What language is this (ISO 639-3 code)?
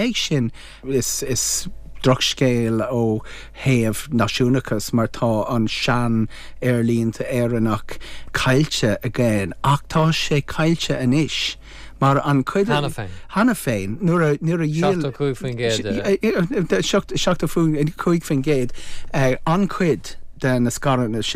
gle